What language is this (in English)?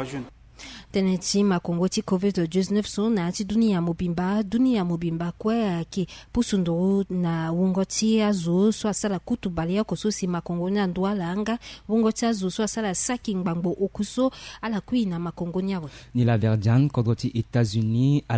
Sango